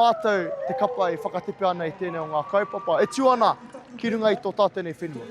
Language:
Māori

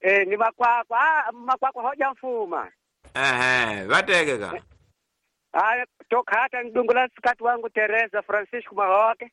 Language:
Tsonga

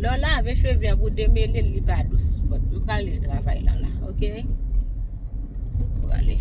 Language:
Haitian Creole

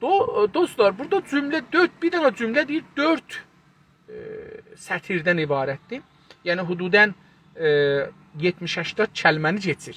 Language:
South Azerbaijani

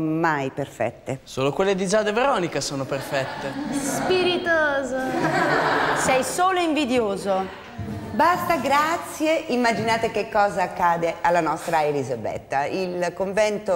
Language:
Italian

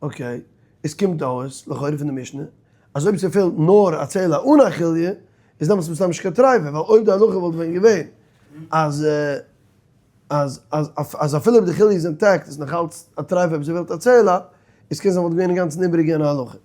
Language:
Yiddish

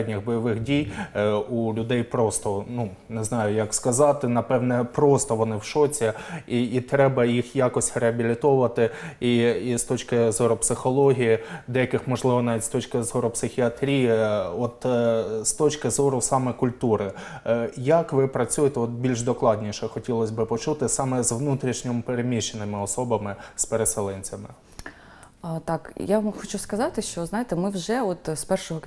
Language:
Ukrainian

